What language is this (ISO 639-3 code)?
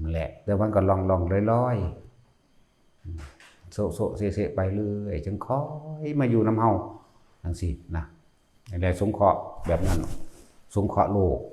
lao